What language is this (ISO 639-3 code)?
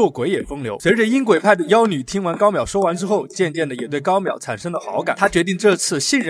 zho